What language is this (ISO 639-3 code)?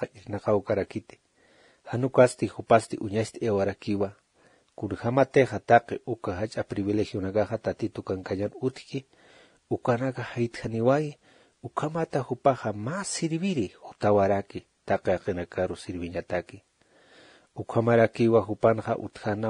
aym